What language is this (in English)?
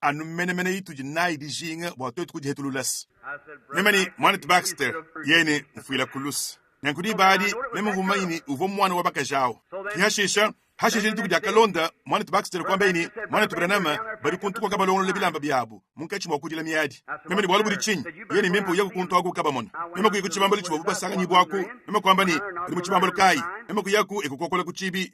Luba-Lulua